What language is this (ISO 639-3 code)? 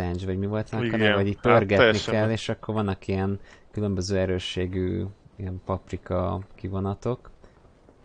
hun